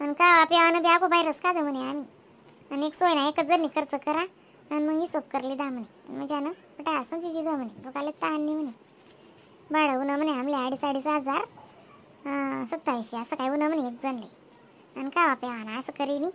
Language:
Khandesi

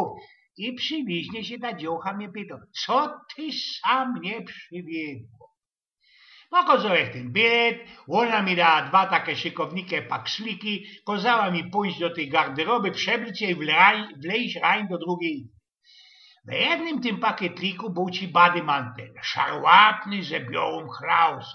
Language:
Silesian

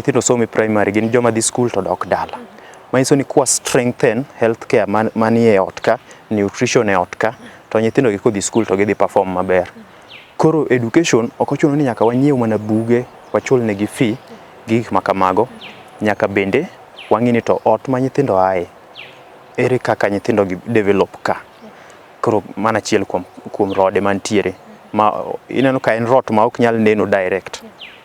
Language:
Luo (Kenya and Tanzania)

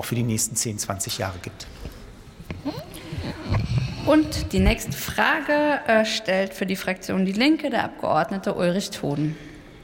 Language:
German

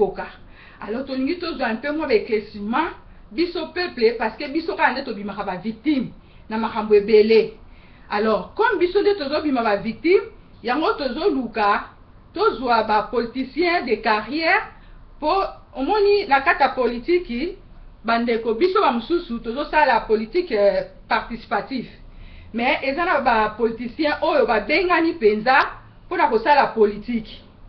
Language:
Lingala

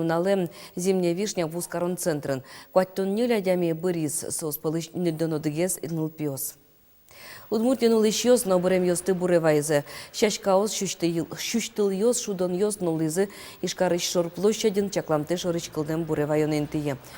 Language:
Udmurt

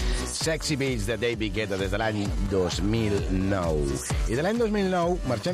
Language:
Catalan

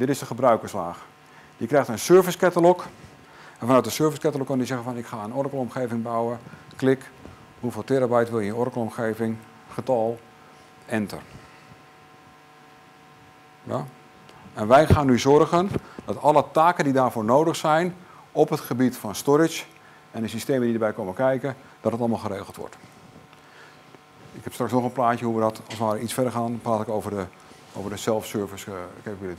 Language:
Dutch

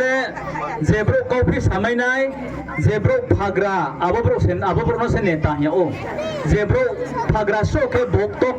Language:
Riang (India)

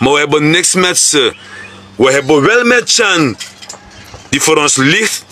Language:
Sranan Tongo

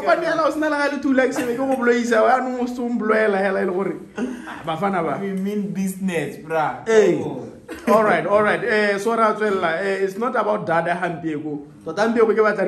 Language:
Tswana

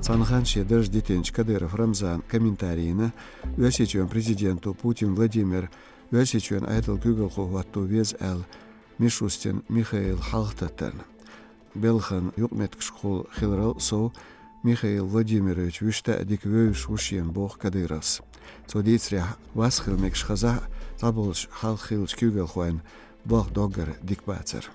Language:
Chechen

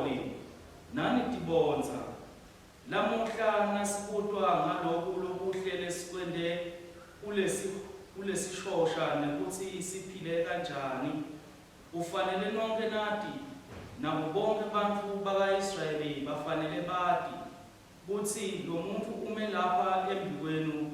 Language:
Swati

